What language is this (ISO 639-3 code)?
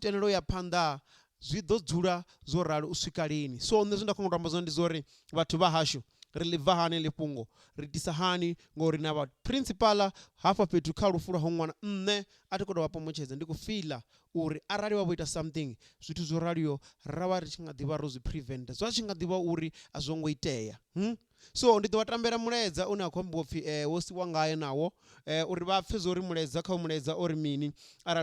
ven